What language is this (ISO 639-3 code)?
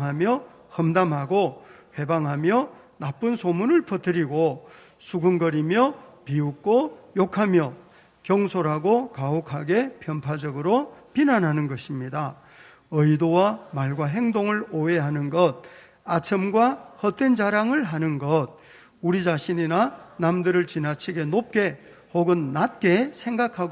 kor